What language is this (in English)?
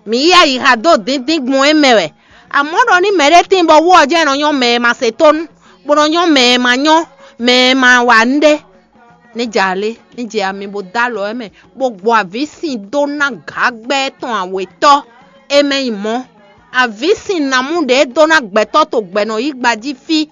Fon